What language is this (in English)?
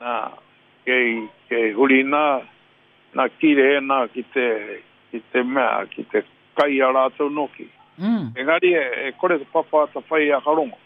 Māori